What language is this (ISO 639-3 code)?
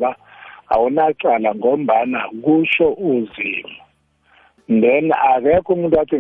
nbl